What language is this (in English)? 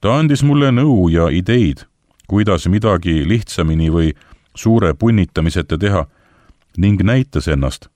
Estonian